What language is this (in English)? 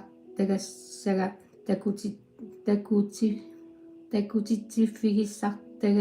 Kalaallisut